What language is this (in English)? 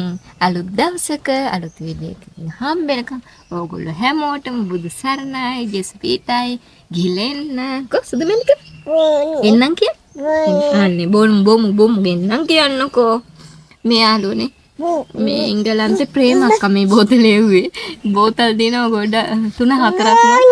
Sinhala